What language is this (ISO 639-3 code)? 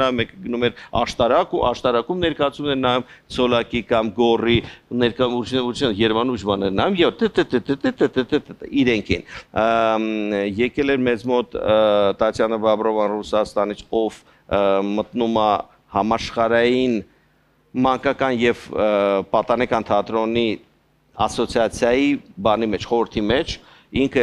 hye